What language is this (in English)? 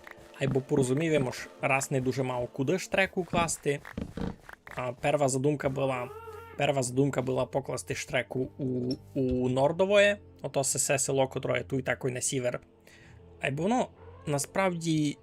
Rusyn